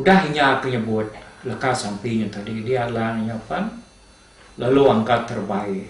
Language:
Iban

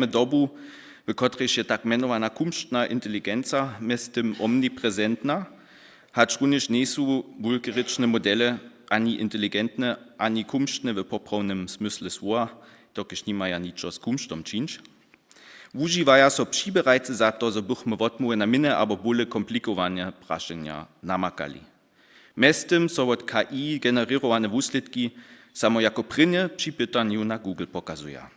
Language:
Upper Sorbian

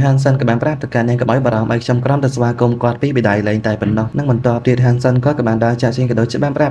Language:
Khmer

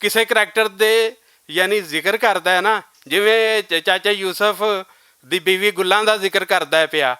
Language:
Western Panjabi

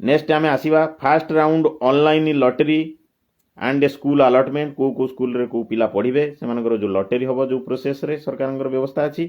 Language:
Odia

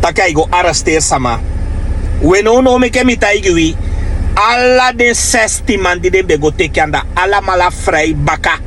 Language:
Sranan Tongo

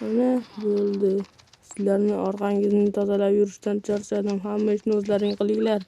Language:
Uzbek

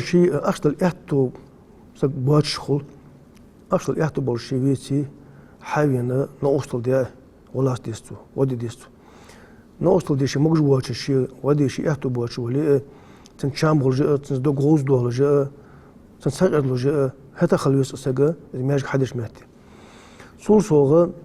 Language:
Ingush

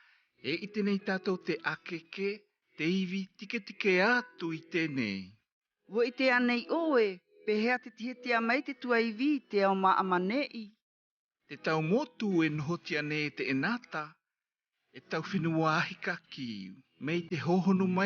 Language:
South Marquesan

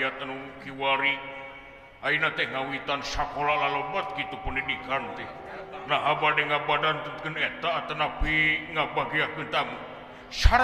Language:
Sundanese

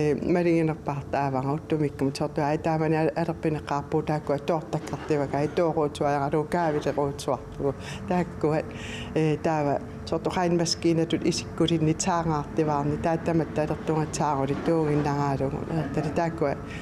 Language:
Kalaallisut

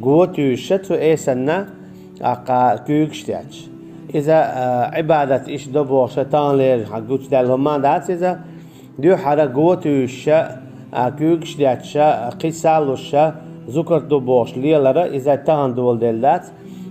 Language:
Chechen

